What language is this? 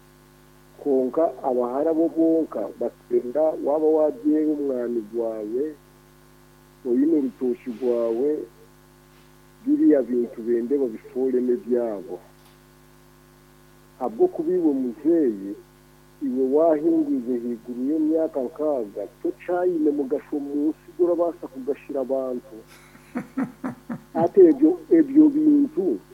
Kinyarwanda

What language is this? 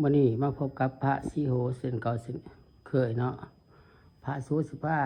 Lao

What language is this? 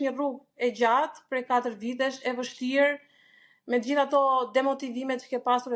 Albanian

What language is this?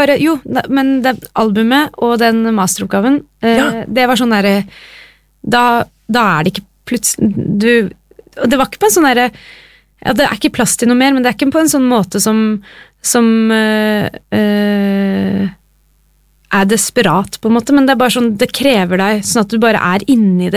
Norwegian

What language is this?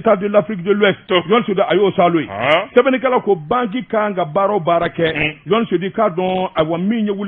Bambara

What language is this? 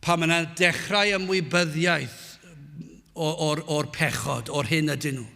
Welsh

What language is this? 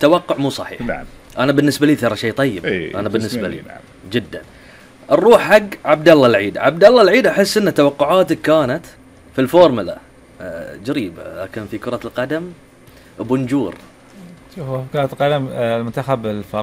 Gulf Arabic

